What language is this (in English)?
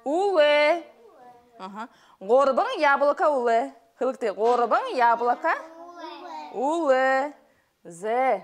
Buriat